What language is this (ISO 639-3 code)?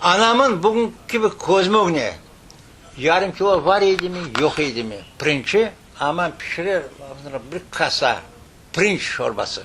crh